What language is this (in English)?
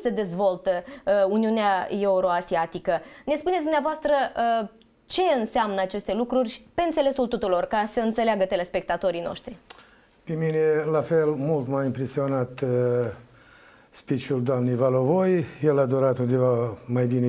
Romanian